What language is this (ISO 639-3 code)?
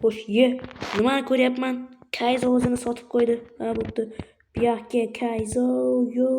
uzb